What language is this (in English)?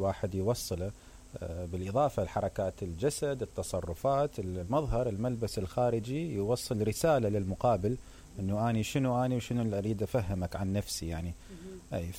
Mesopotamian Arabic